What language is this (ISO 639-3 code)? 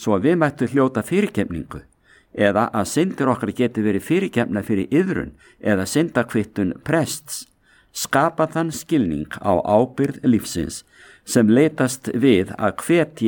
isl